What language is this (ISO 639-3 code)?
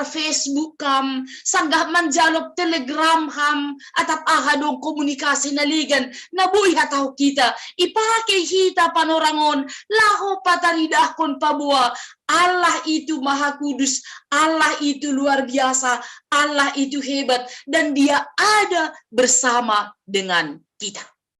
bts